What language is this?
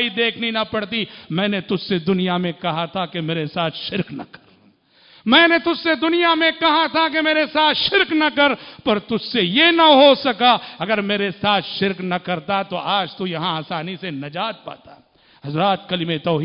Urdu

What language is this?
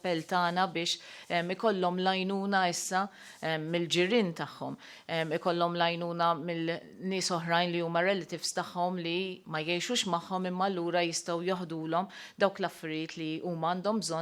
Maltese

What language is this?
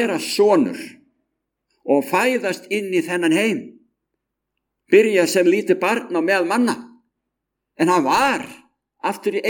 Icelandic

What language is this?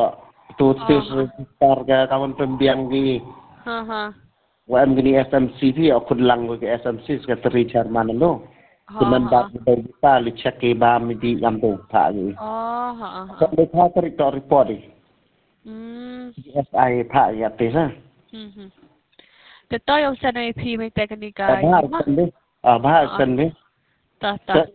Khasi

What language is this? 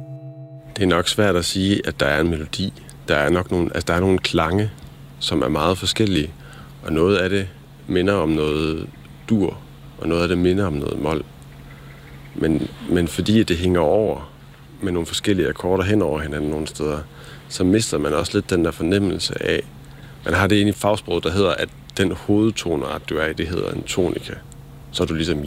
Danish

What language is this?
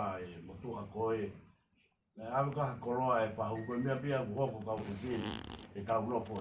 Tongan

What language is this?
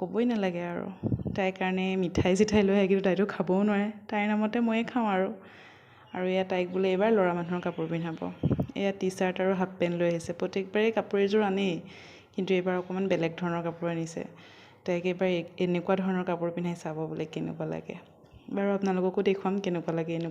Assamese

